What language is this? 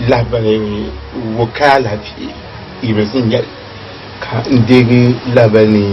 Dagbani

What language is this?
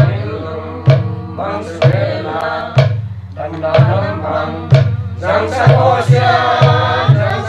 Paite Chin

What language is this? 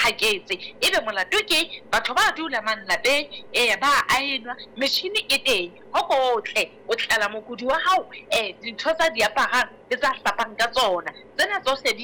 Southern Sotho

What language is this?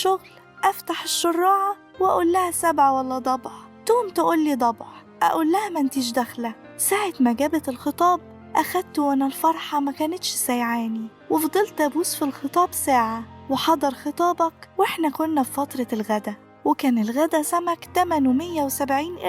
Egyptian Arabic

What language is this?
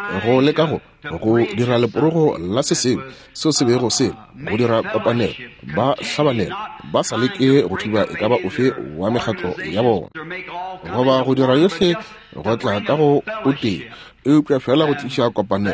Northern Sotho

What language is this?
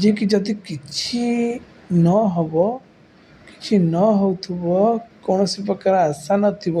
Odia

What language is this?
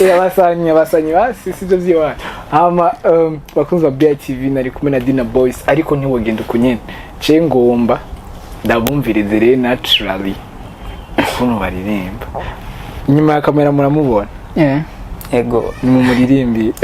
Rundi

